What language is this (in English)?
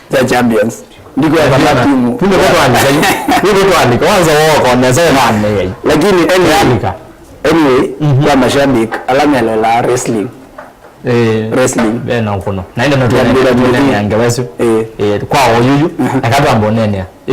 Kamba